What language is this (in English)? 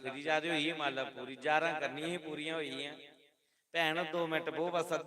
Dogri